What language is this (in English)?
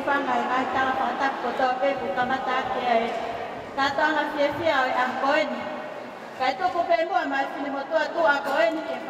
Tongan